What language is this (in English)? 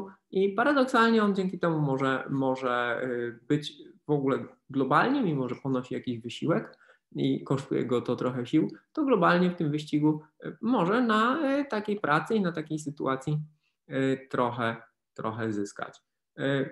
Polish